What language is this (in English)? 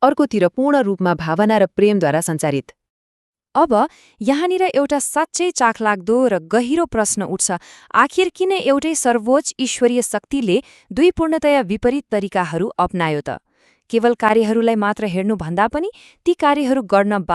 Nepali